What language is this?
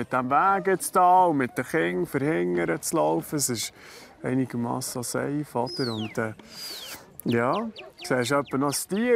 Swiss German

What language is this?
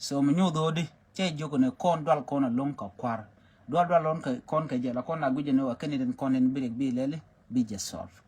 Nuer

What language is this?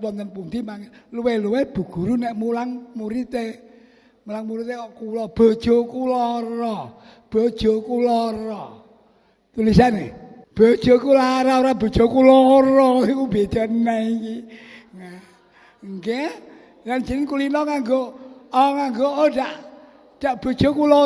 Javanese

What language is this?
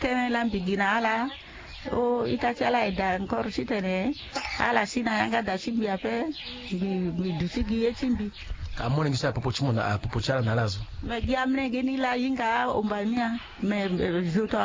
Sango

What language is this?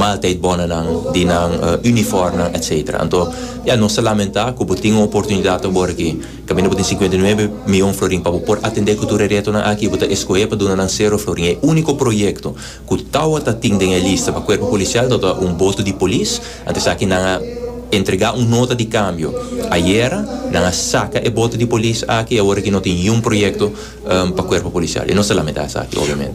Papiamento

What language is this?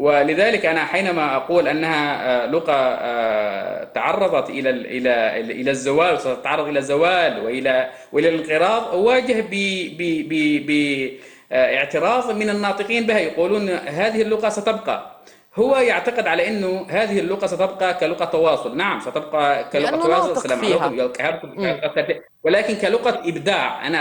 North Levantine Arabic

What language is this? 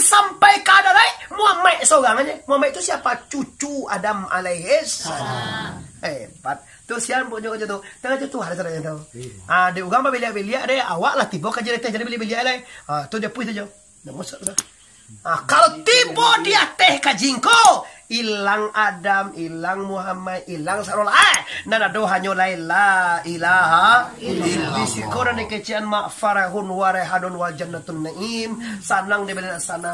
Minangkabau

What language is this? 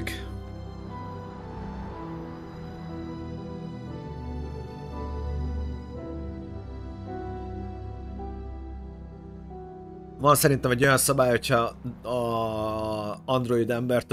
Hungarian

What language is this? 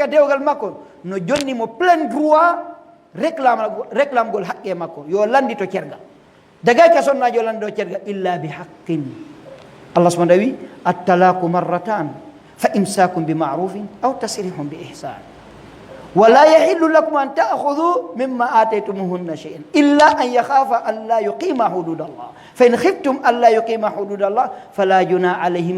Fula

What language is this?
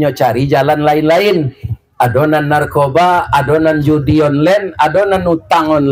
Minangkabau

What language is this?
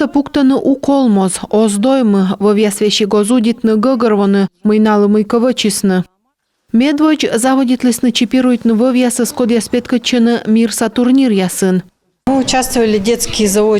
Komi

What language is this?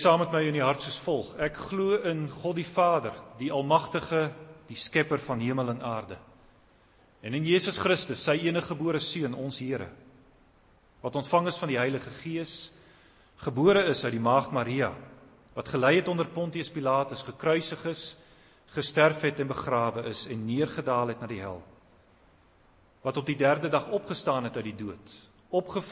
Afrikaans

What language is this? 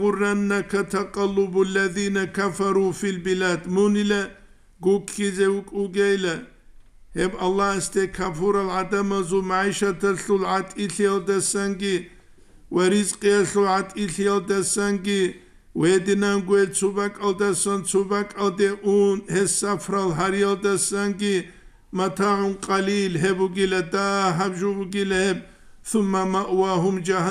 Avaric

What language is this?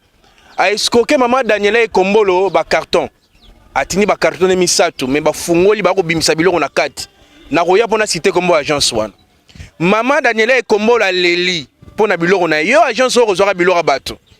Lingala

